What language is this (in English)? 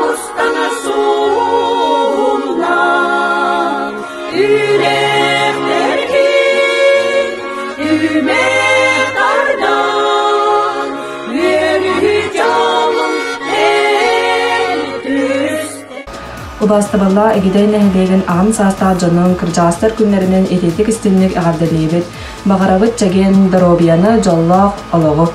Yakut